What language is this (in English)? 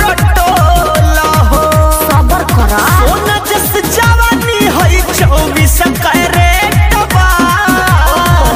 Bhojpuri